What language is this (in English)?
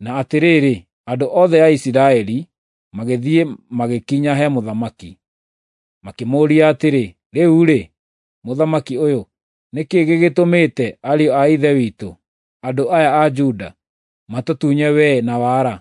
Kikuyu